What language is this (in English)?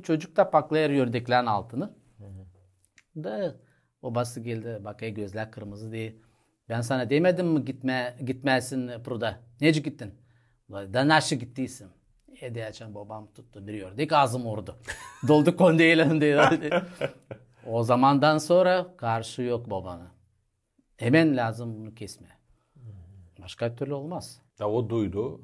Gagauz